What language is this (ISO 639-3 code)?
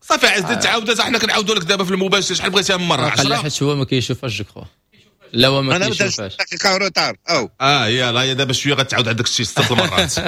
ary